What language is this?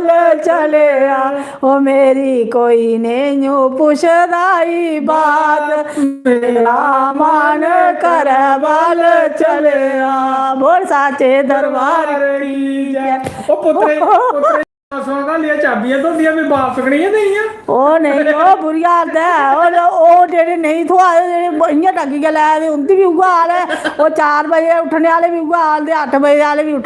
Dogri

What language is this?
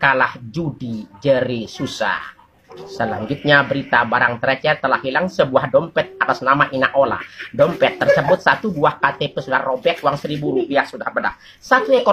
Sasak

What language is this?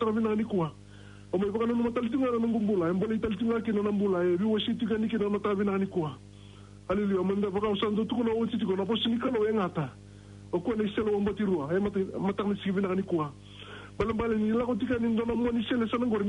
Fijian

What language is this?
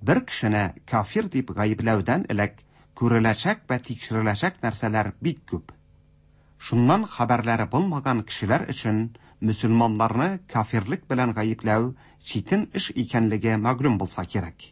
Tatar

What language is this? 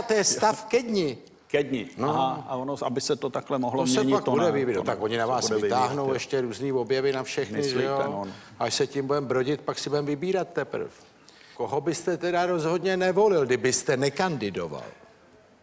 Czech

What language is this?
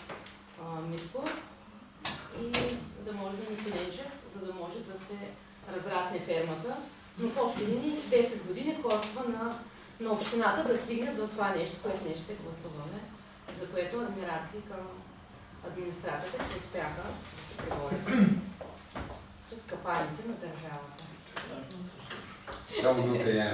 Bulgarian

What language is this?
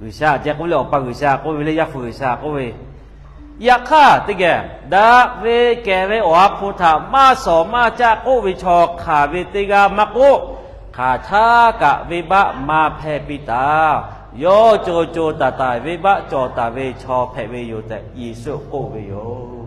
Lahu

